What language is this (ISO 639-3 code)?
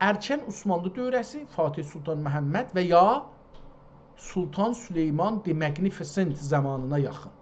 azb